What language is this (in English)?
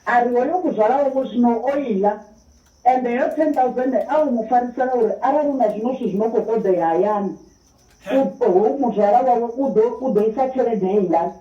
Venda